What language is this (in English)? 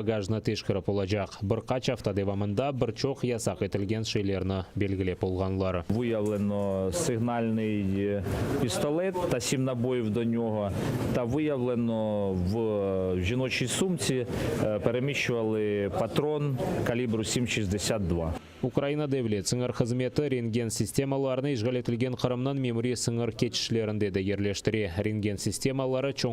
Crimean Tatar